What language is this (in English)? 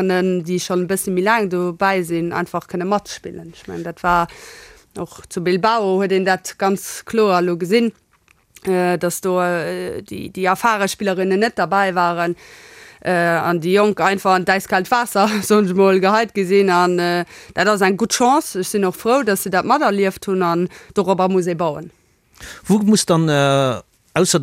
Luxembourgish